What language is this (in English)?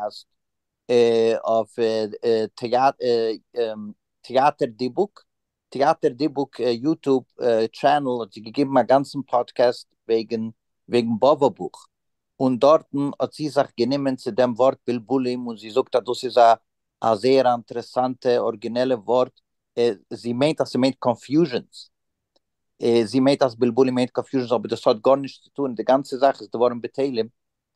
Yiddish